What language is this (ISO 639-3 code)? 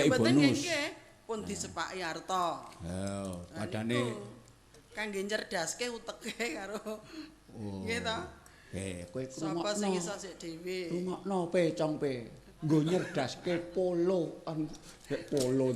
jav